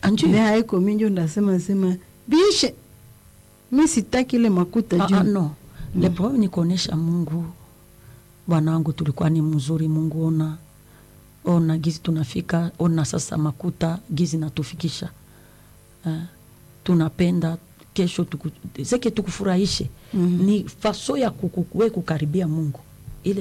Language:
Swahili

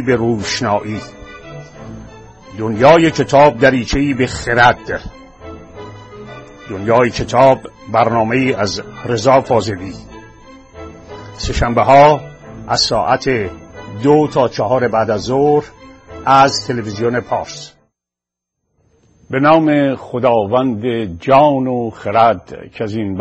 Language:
Persian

